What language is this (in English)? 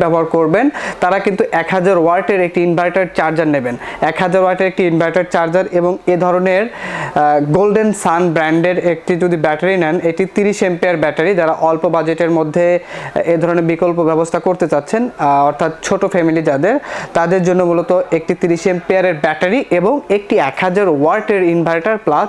Bangla